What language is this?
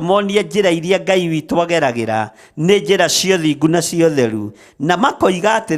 Kikuyu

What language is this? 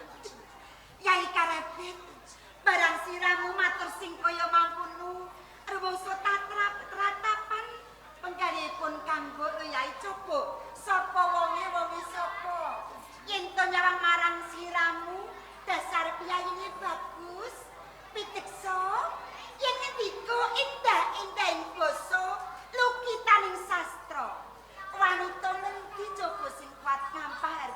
Javanese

